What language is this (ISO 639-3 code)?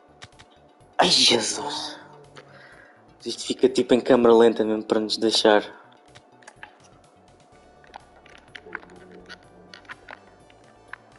por